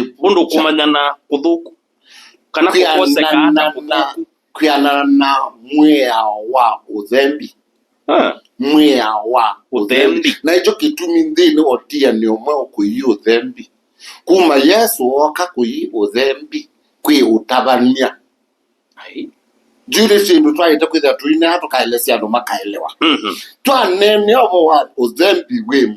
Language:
Kamba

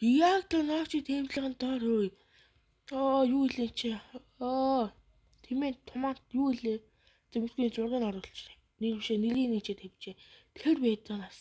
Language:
Mongolian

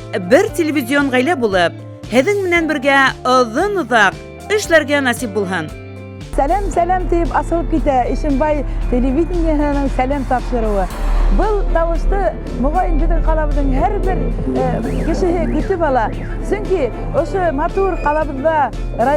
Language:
Bashkir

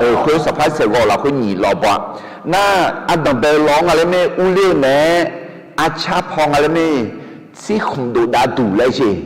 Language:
Akha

